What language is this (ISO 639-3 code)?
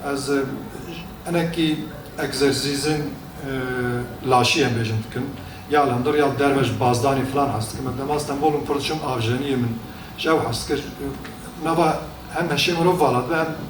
kur